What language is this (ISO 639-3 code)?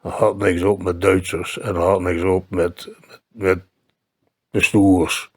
lim